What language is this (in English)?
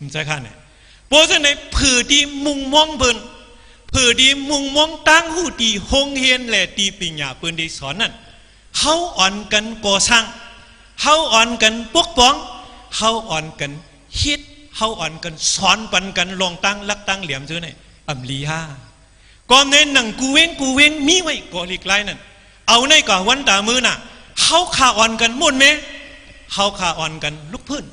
Shan